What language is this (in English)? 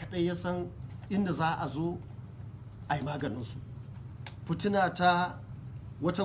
Hausa